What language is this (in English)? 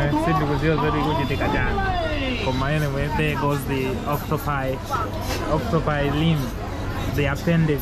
Nyanja